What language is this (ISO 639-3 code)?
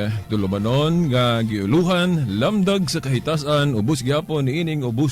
ceb